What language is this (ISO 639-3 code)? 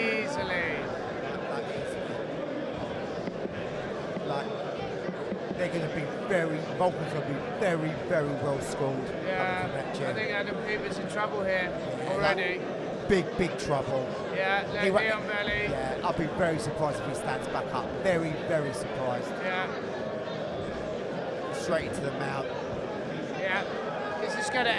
eng